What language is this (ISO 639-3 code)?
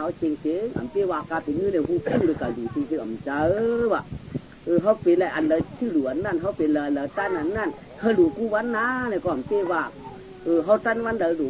shn